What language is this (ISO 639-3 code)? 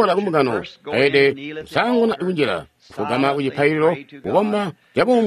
toi